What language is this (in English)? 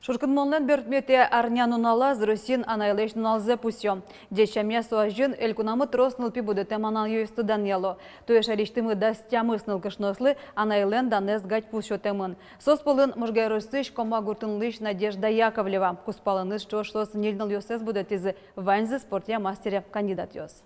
Udmurt